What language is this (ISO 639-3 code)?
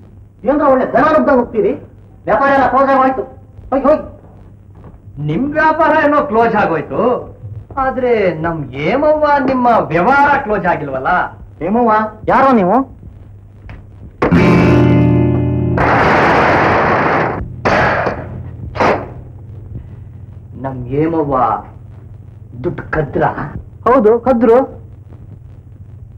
kan